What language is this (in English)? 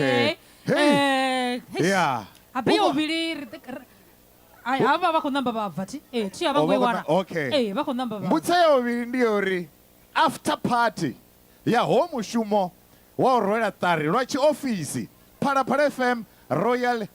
Venda